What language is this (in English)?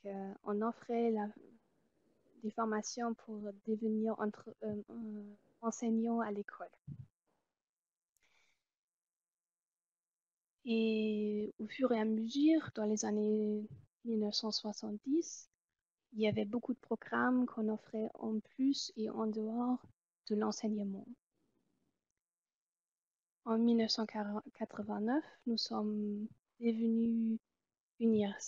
French